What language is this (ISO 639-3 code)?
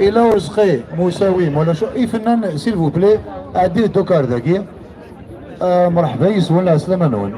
kab